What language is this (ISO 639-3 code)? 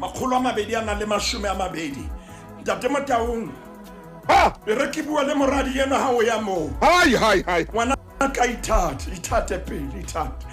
sot